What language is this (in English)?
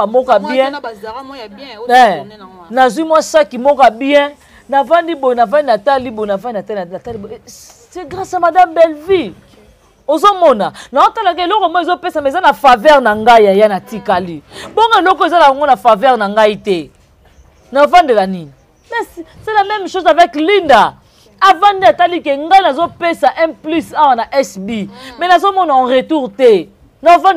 Lingala